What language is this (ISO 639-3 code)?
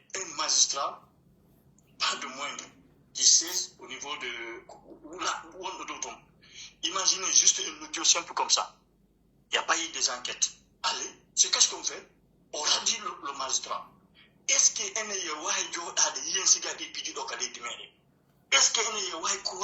fuf